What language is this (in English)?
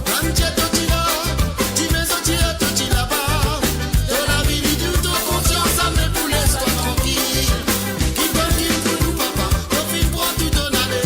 Morisyen